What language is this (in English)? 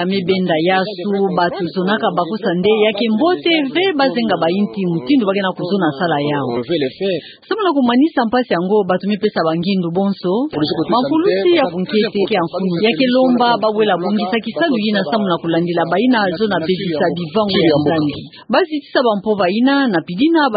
Kituba (Democratic Republic of Congo)